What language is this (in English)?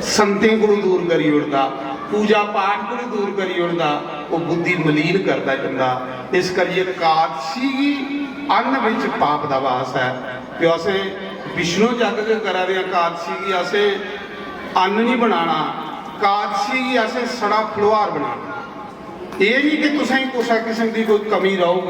Dogri